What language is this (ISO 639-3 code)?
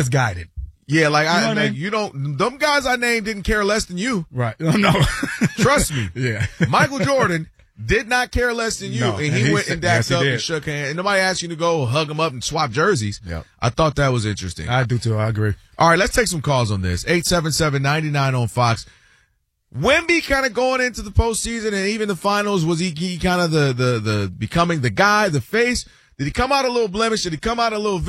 eng